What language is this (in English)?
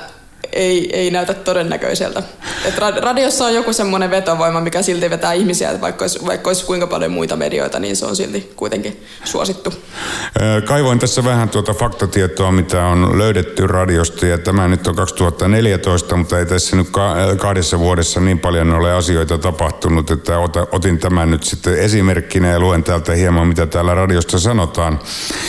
Finnish